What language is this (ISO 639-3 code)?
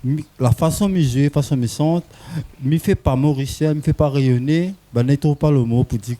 rcf